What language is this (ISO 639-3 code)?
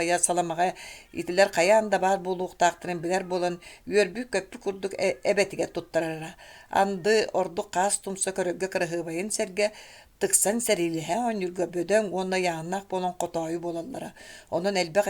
sah